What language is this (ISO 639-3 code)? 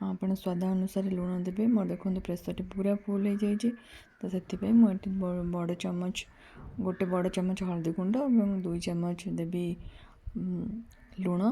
ori